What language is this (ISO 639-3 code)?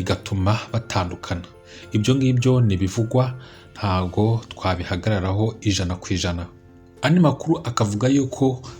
kin